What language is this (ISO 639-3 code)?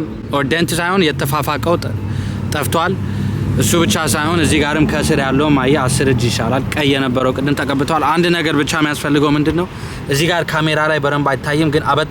amh